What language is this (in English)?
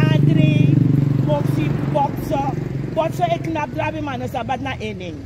Sranan Tongo